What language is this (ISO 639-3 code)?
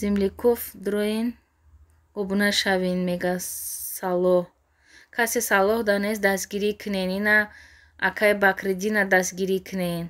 tgk